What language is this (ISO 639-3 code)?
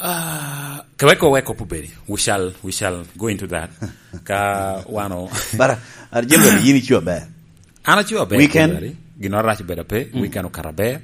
laj